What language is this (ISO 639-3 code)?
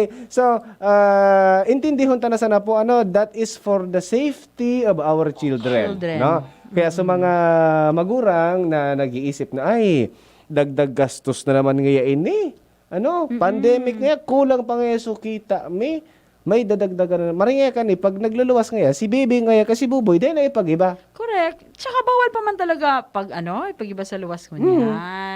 bik